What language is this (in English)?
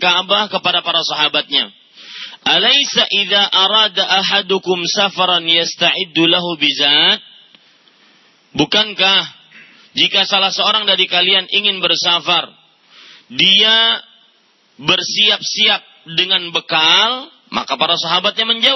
Indonesian